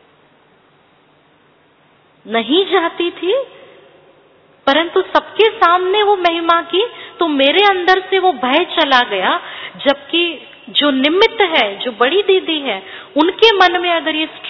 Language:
Hindi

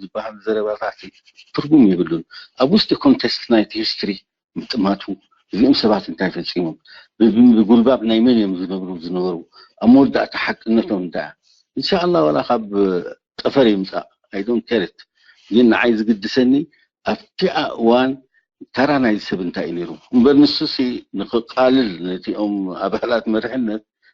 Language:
Tigrinya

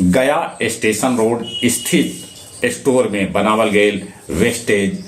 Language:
Magahi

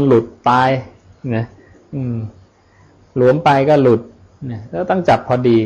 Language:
Thai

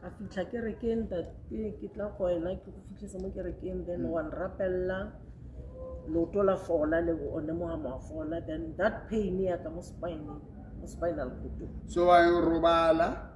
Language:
Southern Sotho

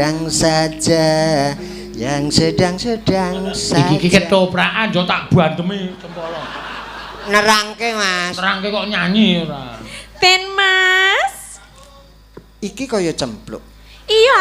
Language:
Javanese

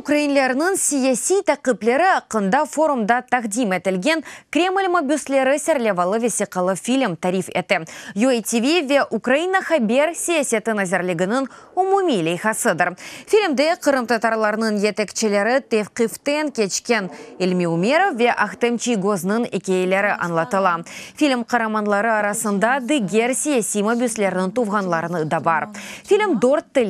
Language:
Crimean Tatar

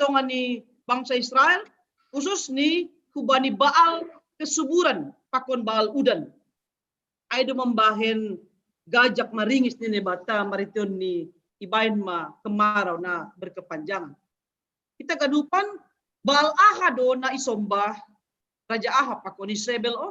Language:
Batak Simalungun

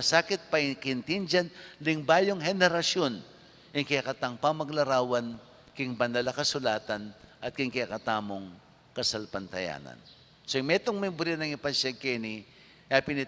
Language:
Pampanga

